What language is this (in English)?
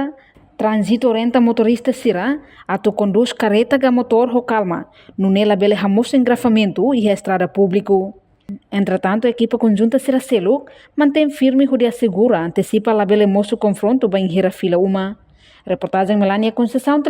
Tetum